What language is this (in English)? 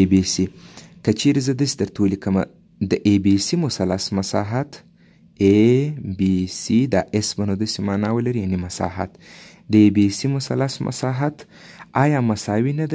Pashto